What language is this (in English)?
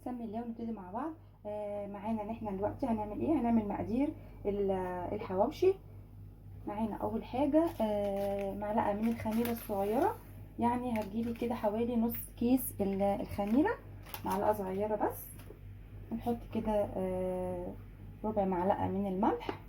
Egyptian Arabic